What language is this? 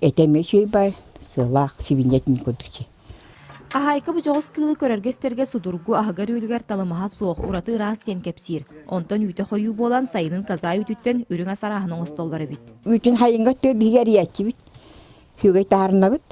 Yakut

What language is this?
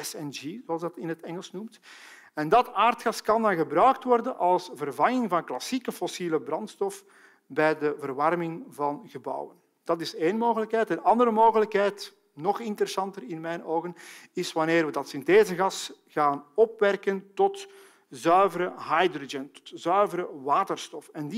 Dutch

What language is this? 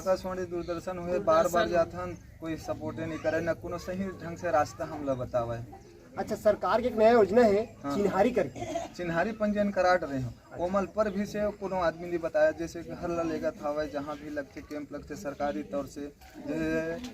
Chhattisgarhi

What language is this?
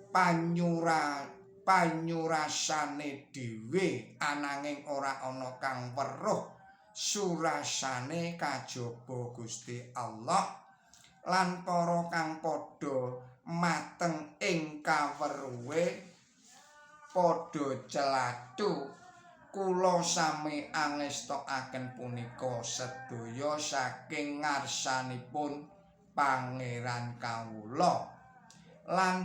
Javanese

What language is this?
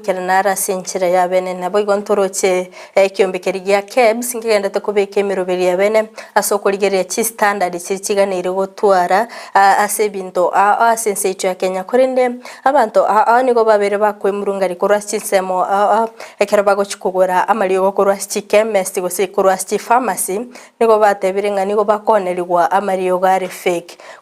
Gusii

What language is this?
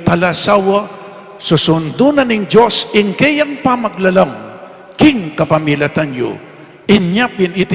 Pampanga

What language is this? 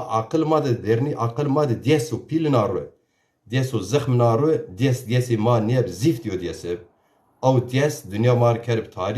Zaza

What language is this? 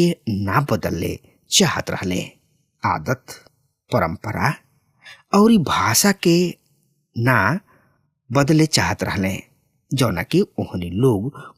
Bhojpuri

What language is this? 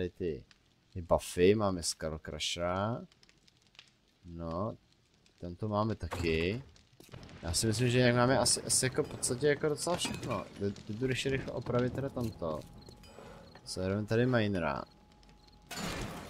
Czech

